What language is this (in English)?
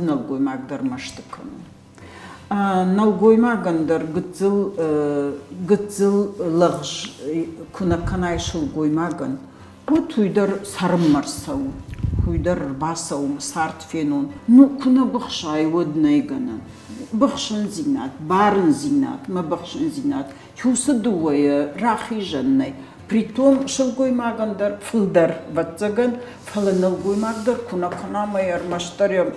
Ossetic